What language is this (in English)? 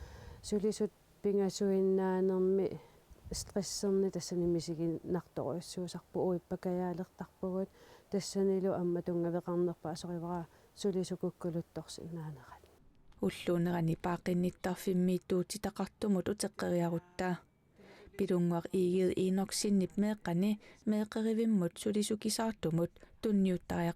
Kalaallisut